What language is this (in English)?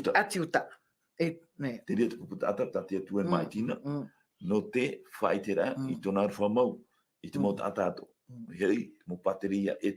Tahitian